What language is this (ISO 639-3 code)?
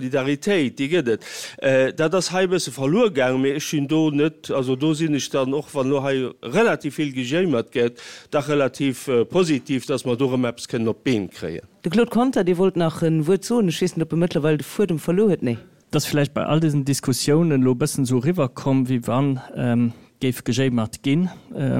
ltz